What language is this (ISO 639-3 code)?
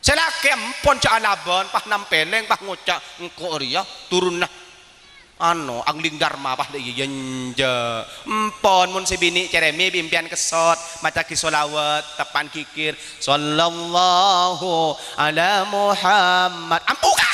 mad